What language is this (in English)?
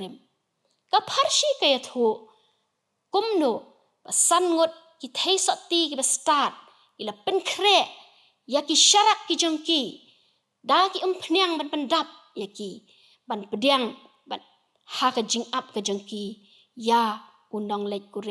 Khasi